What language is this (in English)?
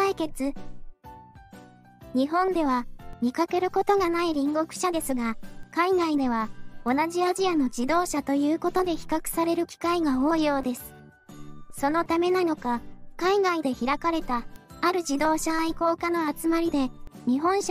Japanese